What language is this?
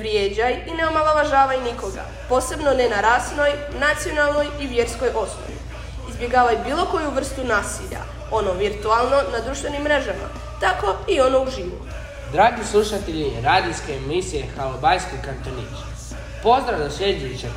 Croatian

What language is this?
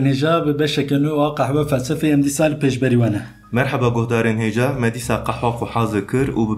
Kurdish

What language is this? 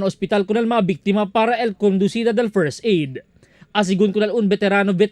Chavacano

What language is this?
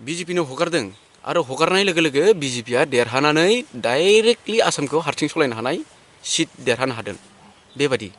Bodo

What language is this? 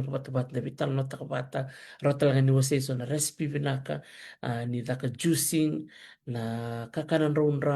Fijian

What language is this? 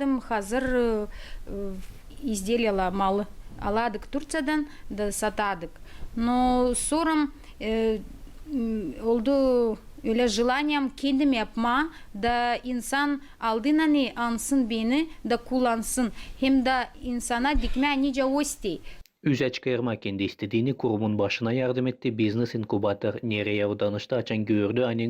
Gagauz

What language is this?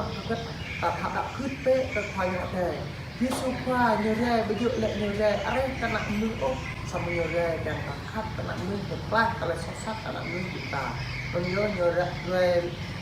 Jarai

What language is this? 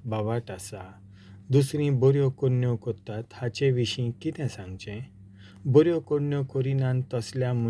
Konkani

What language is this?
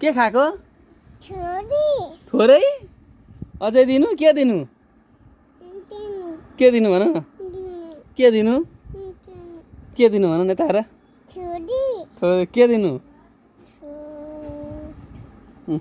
Nepali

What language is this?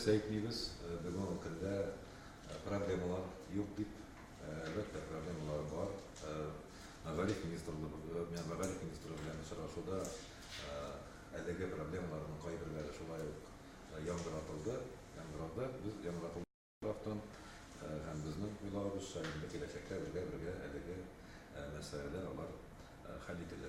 Tatar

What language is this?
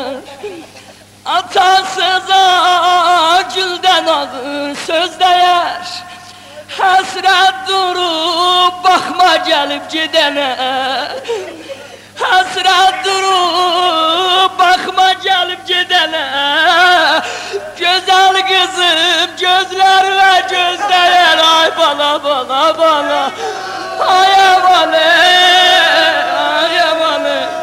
Turkish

